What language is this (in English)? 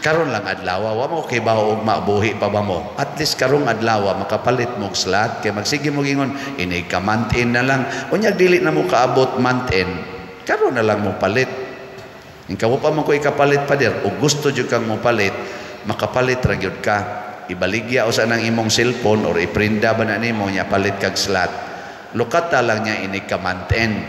Cebuano